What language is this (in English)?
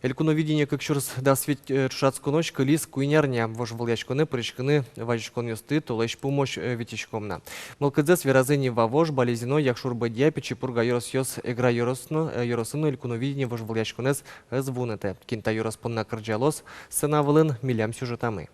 Udmurt